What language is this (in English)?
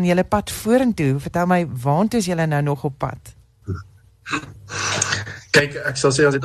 Afrikaans